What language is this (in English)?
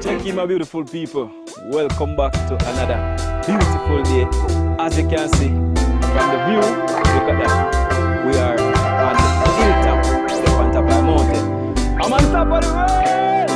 Jamaican Creole English